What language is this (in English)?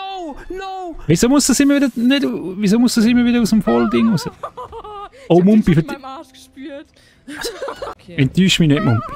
Swiss German